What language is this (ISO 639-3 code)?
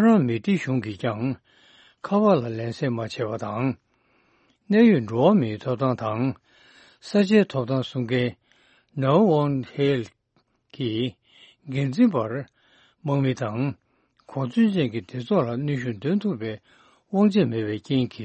bod